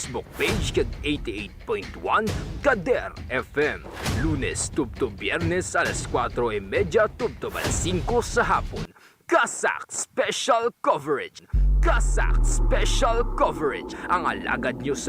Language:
Hiligaynon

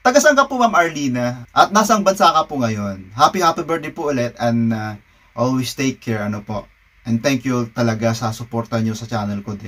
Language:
Filipino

